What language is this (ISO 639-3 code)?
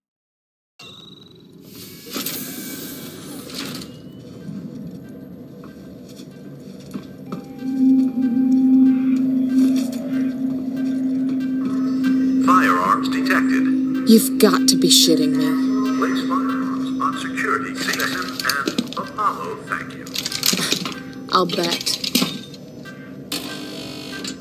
eng